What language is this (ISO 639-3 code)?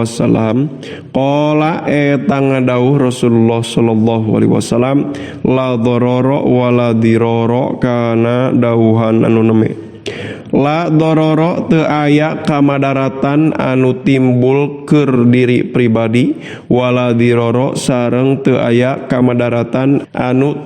sun